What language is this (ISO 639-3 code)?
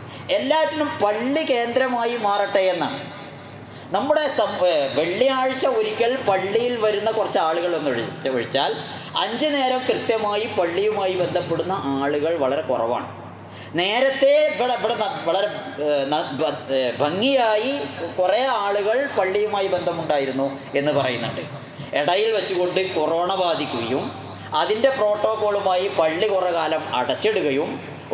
mal